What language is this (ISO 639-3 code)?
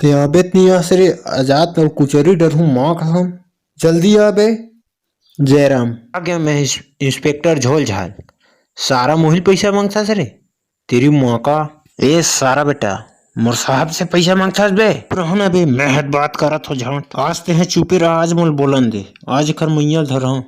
hne